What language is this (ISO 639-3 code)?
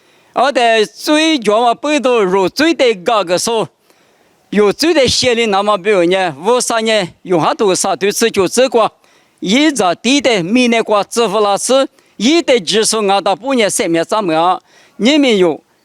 lis